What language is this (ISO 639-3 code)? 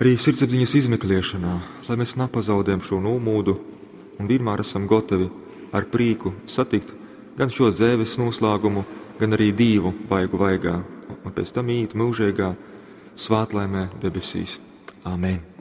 ltg